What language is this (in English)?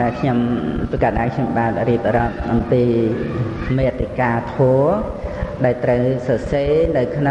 Khmer